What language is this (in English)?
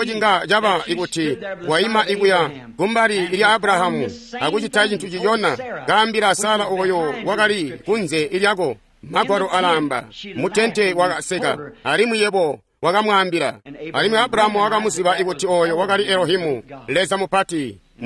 Tonga (Zambia)